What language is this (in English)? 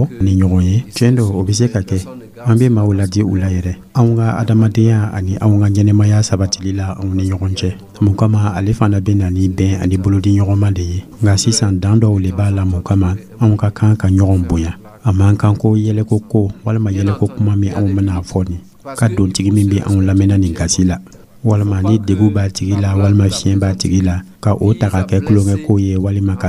Dyula